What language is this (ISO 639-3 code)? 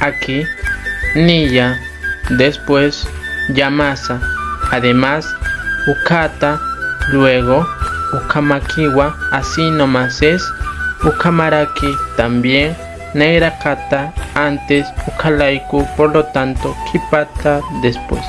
aym